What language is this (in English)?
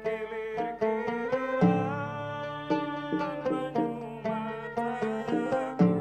Banjar